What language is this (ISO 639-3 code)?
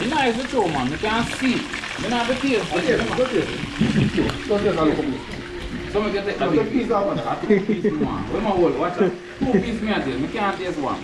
jam